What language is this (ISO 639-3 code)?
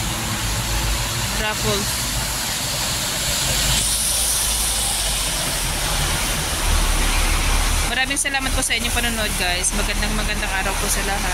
fil